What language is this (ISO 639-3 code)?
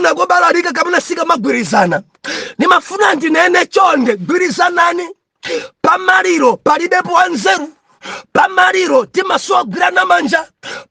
nya